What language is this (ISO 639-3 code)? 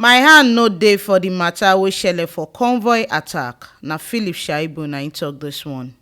pcm